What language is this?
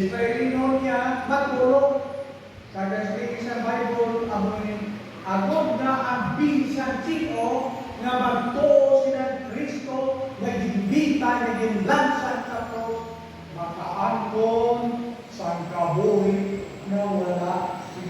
Hiligaynon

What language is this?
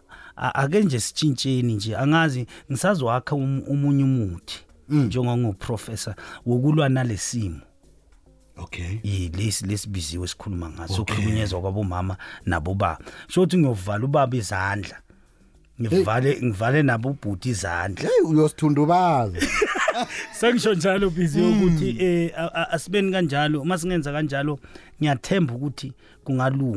South Ndebele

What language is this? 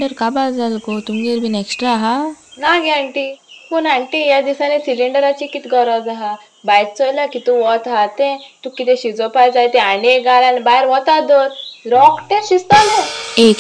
Konkani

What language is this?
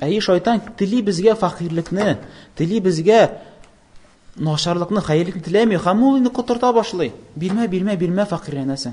Tatar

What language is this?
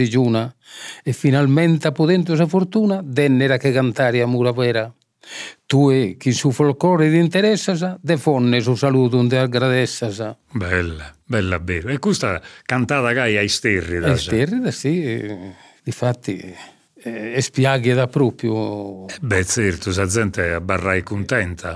Sardinian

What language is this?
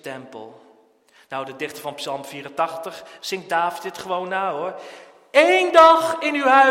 Dutch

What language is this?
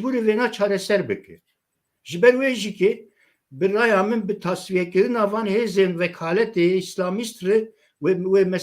Kurdish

